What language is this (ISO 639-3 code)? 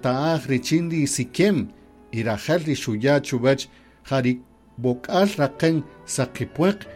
cak